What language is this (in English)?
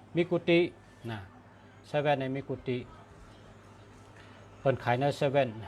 Shan